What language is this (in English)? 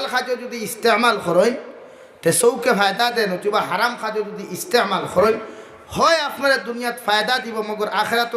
Sylheti